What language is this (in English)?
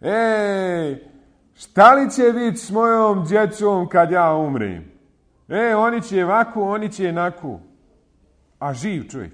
Bosnian